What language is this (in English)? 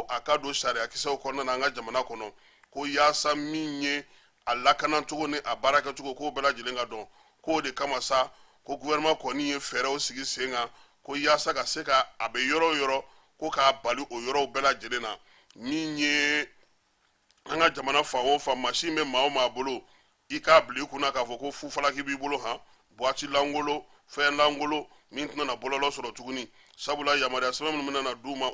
Bambara